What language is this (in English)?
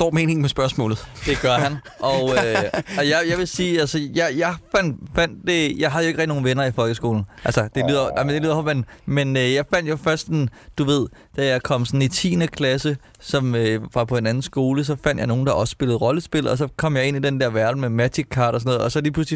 Danish